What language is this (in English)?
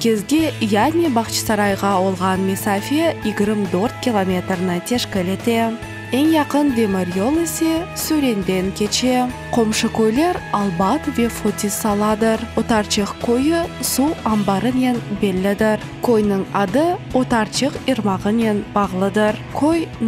Crimean Tatar